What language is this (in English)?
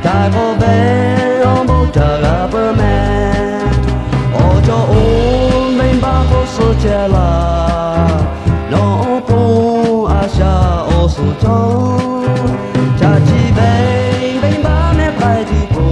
Lahu